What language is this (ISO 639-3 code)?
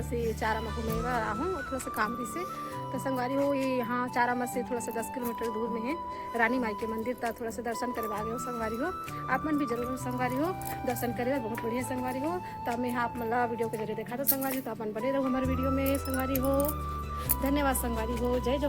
hne